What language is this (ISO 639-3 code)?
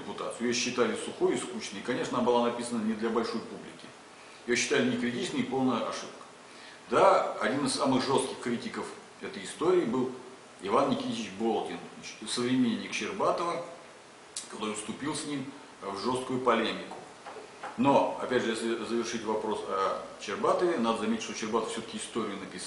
rus